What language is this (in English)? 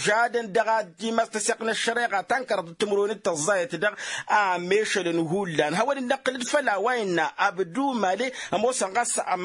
Tamasheq